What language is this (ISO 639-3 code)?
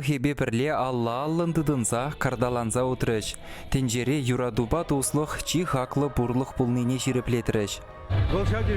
chv